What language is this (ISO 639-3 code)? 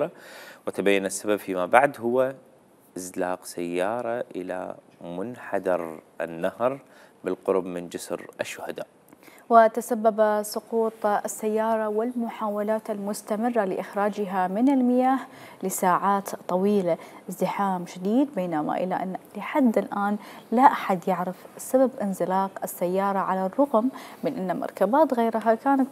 acm